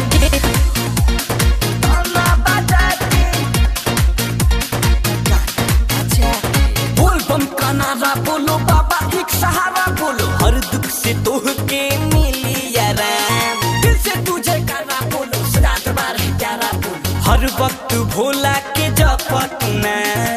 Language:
Bhojpuri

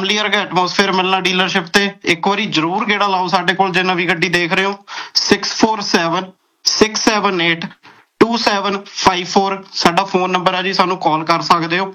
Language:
Punjabi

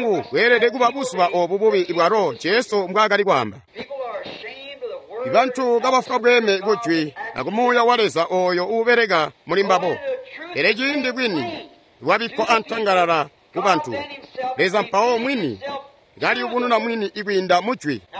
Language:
Tonga (Zambia)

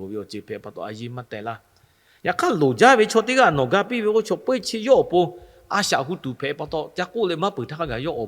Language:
Lahu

